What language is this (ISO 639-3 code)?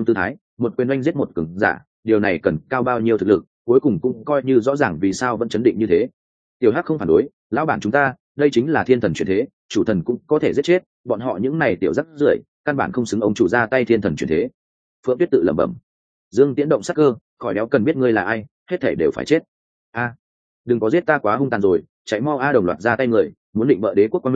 vie